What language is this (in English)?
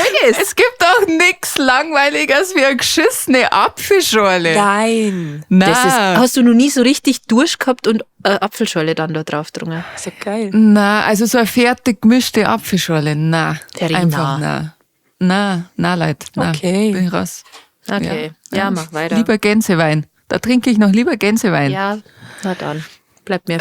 Bavarian